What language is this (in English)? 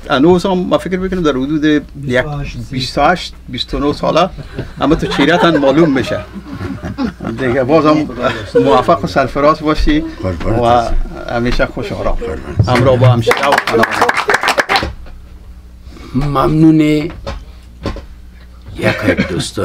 Persian